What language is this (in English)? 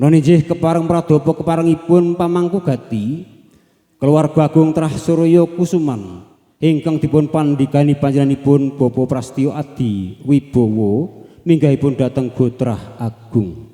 Javanese